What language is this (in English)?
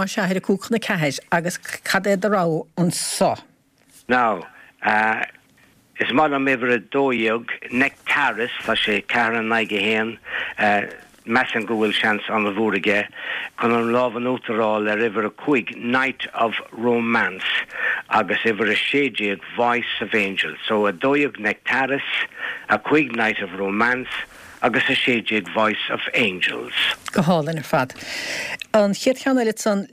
Irish